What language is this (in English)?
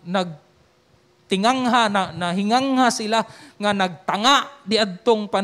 Cebuano